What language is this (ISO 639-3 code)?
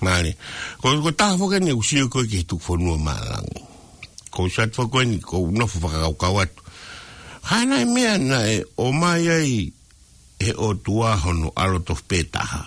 ton